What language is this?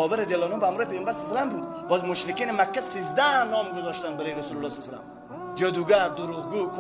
Persian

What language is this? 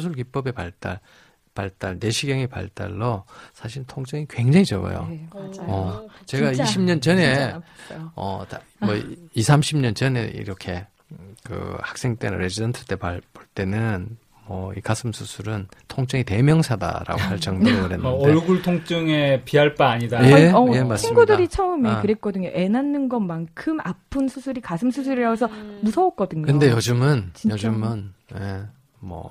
Korean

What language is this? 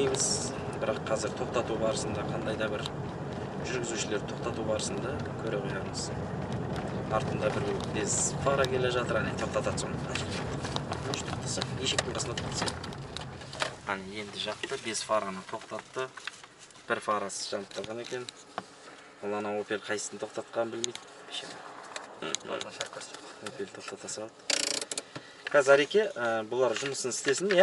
Kazakh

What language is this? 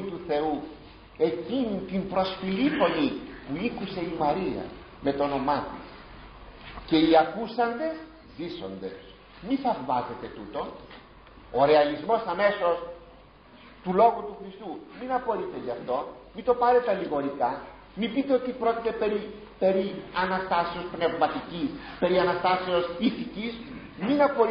Greek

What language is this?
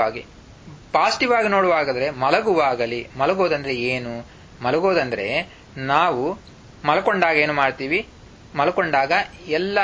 Kannada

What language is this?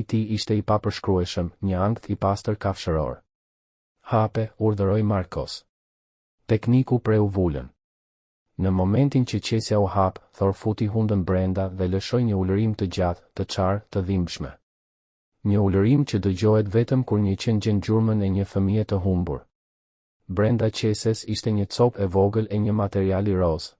Albanian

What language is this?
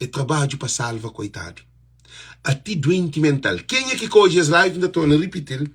Kabuverdianu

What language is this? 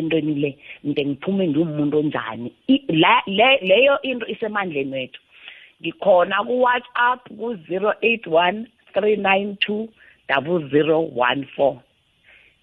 South Ndebele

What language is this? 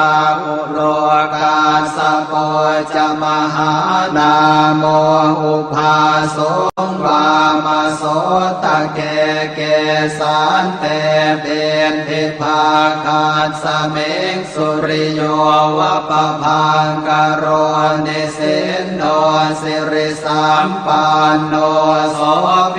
Pali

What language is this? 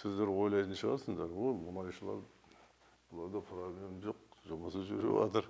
Kazakh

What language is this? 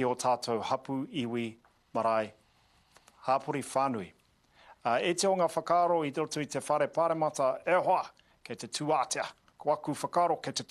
Māori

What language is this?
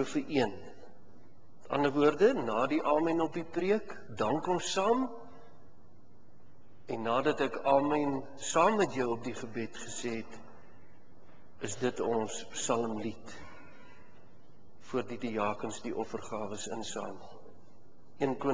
Afrikaans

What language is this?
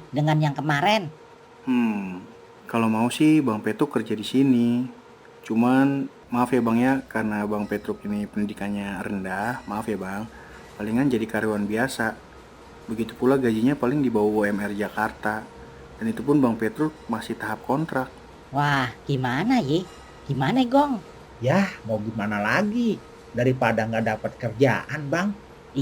Betawi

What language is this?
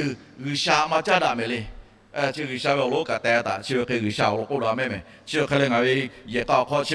Lahu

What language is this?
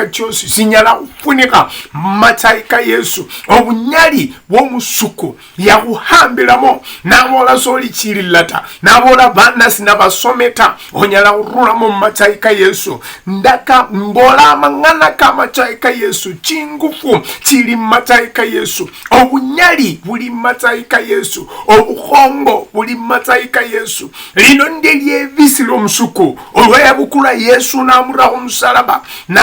Luyia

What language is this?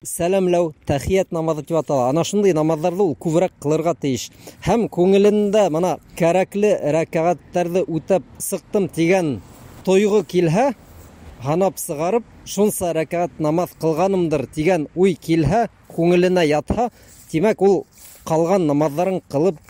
Bashkir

